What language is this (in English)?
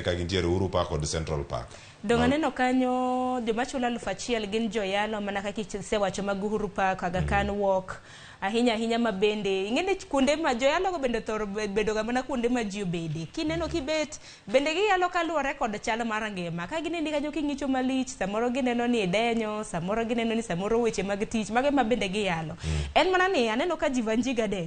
Luo (Kenya and Tanzania)